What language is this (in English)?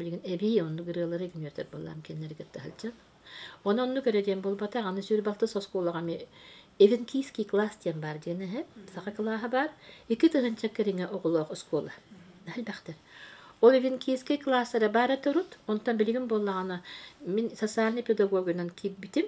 Yakut